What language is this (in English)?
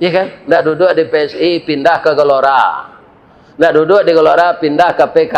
Minangkabau